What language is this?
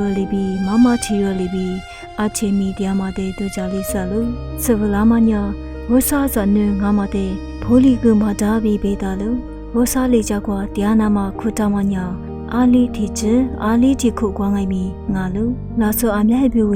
Lisu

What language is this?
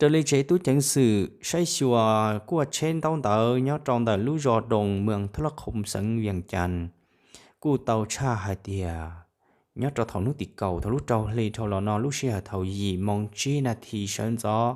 Hmong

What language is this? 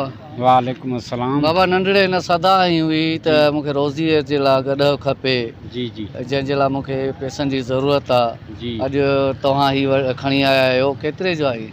Sindhi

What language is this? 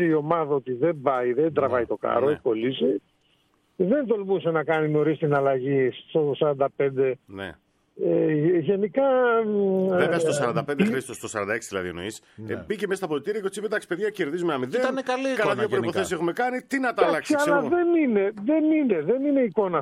Greek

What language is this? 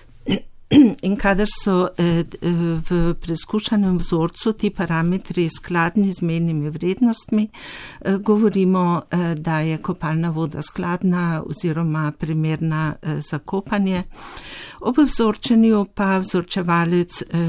Slovenian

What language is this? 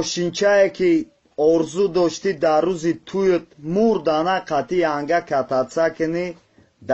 Tajik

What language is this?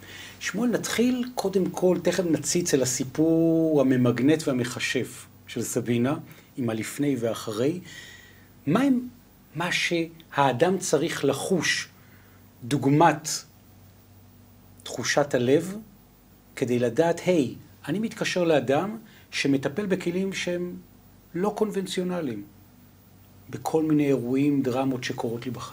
Hebrew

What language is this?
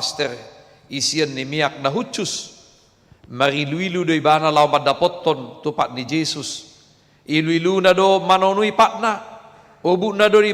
Batak Toba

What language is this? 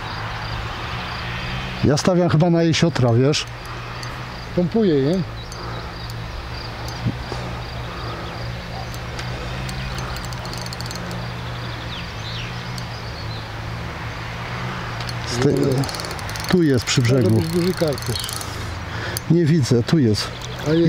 Polish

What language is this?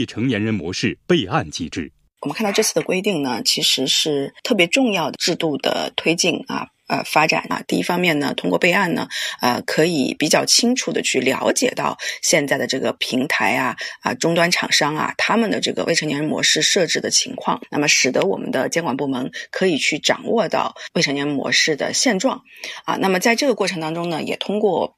Chinese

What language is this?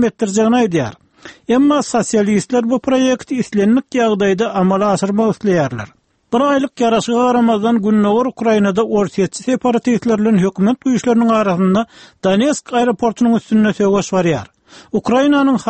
Turkmen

